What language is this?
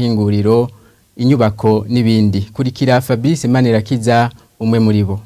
Rundi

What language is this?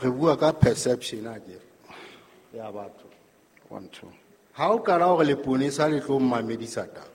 Southern Sotho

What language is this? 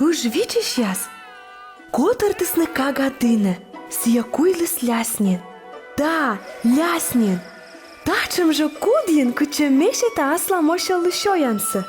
Komi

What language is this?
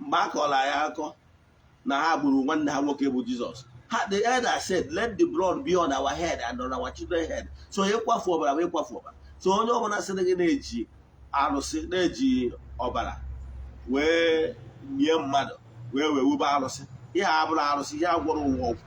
Igbo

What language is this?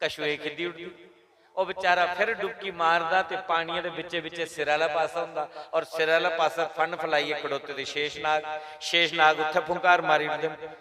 Dogri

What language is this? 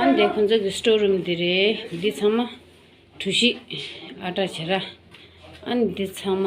Tibetan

